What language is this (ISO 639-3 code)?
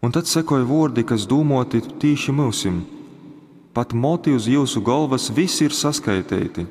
ltg